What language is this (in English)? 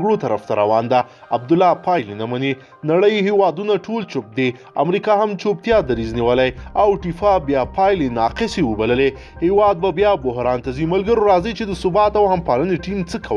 Pashto